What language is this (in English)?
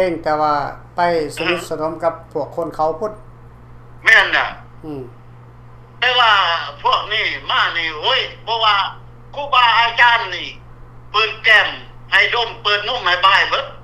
Lao